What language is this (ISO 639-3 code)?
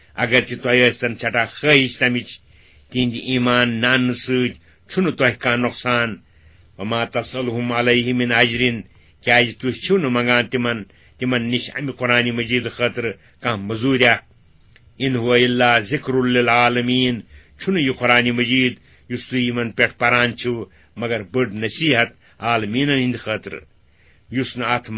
kas